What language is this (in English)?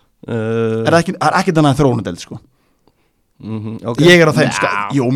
Icelandic